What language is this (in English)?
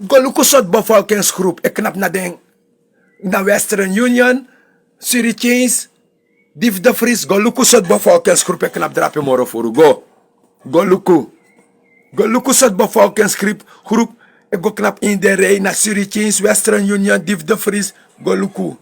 Sranan Tongo